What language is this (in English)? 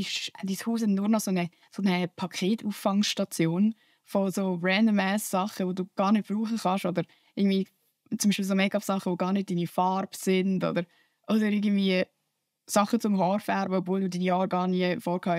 Swiss German